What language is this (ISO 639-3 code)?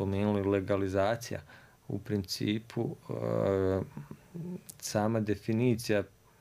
hrv